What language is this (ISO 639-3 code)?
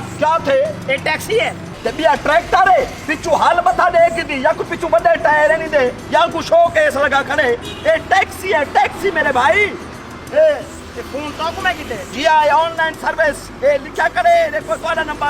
skr